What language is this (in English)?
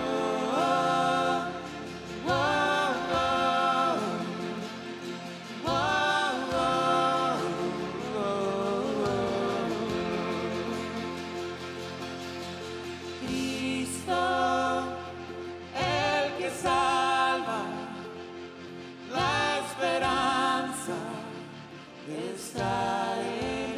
Spanish